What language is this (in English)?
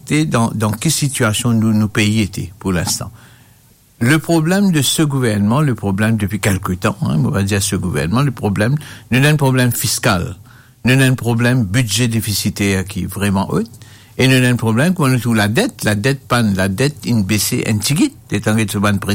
Morisyen